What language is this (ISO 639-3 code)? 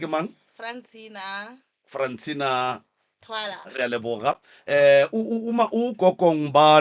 nso